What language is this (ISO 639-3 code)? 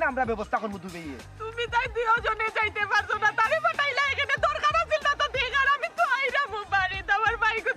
syl